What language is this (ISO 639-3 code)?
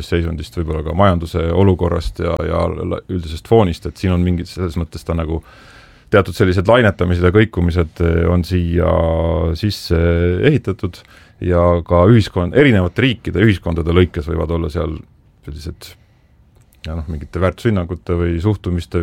est